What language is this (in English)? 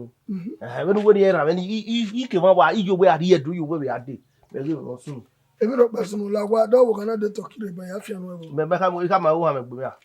Bini